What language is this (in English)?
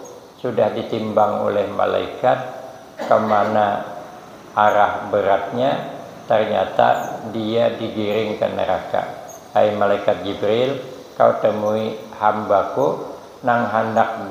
Banjar